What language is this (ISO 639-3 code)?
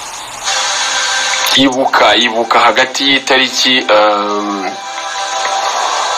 kin